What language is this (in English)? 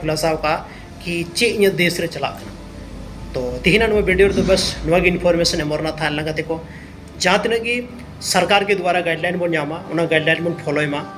Santali